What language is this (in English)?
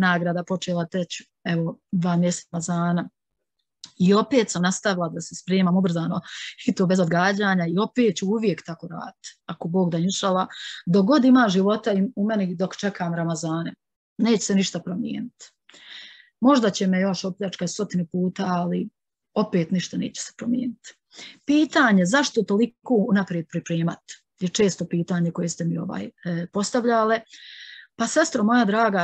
Bosnian